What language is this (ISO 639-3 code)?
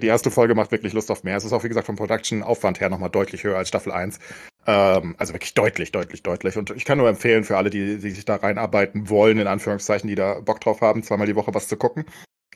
deu